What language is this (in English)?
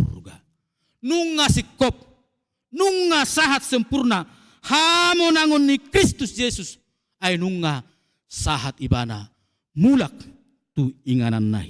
Batak Toba